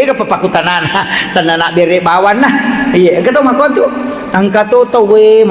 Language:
Buginese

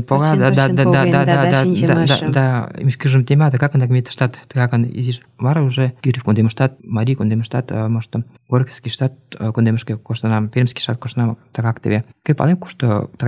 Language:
Mari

